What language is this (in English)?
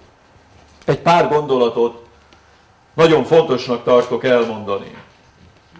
Hungarian